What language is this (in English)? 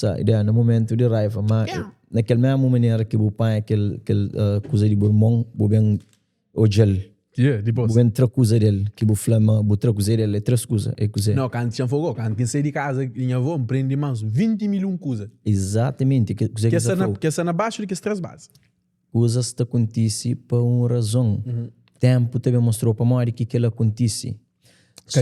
Kabuverdianu